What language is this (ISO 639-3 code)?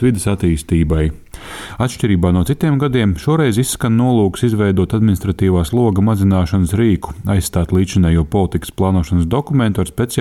lav